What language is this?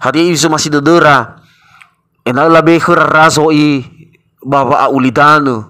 Nias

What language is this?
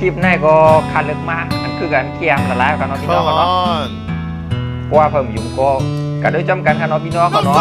Shan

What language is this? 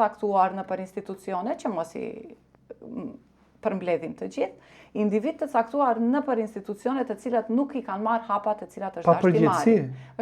Albanian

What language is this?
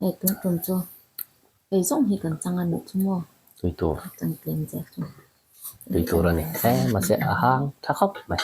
Mizo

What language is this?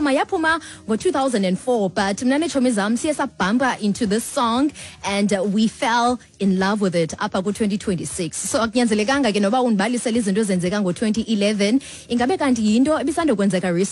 Xhosa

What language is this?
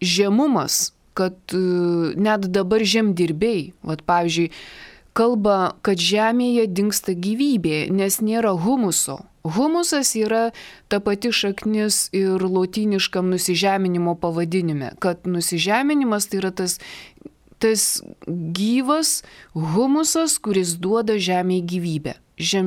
Lithuanian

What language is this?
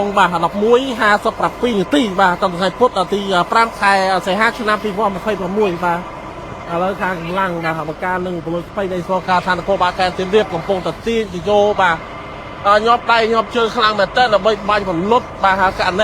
Khmer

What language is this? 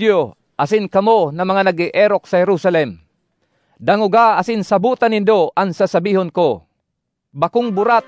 Bikol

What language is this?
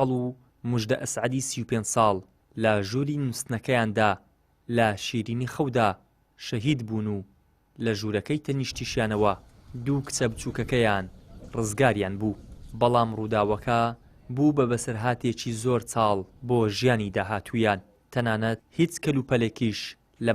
Central Kurdish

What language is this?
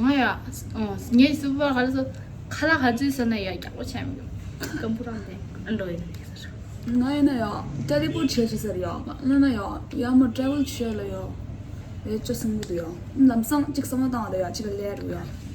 Tibetan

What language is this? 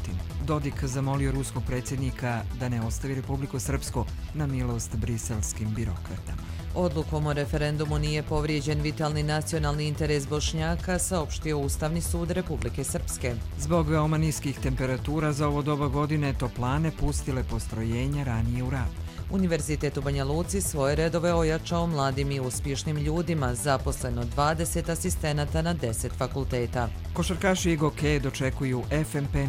Croatian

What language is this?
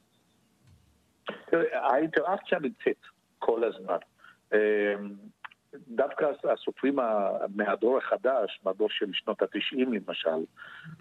Hebrew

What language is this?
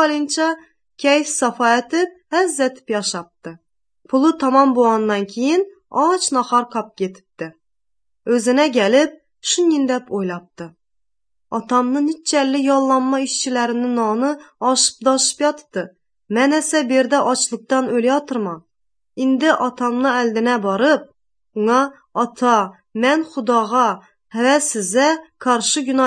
Uzbek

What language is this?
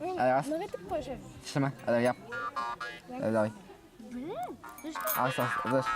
Bashkir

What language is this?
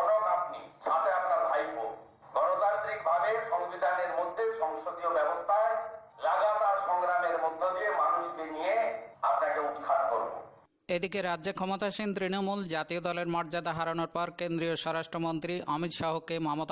Bangla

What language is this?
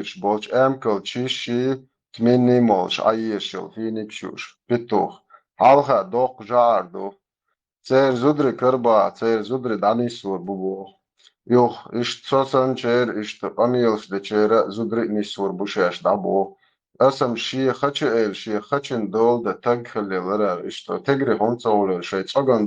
Chechen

